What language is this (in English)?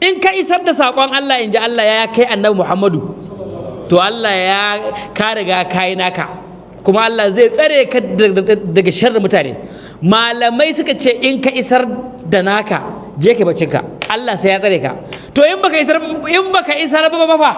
Hausa